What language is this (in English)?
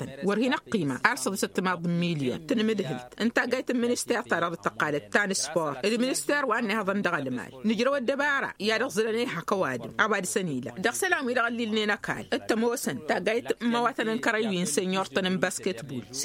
Tamasheq